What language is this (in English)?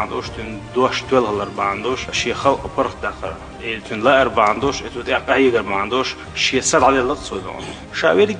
Chechen